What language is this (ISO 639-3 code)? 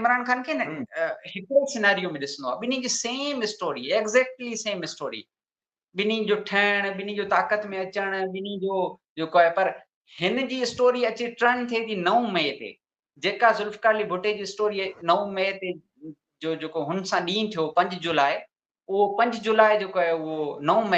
snd